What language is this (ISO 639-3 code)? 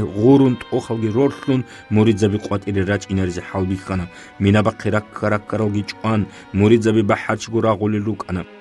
ava